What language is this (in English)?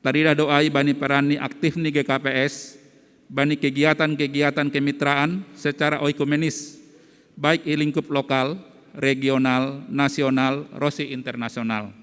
Batak Simalungun